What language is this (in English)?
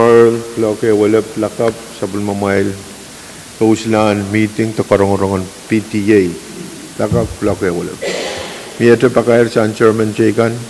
Pohnpeian